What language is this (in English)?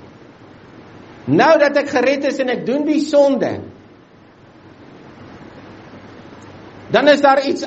Afrikaans